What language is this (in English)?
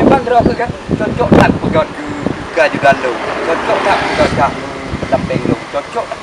Achinese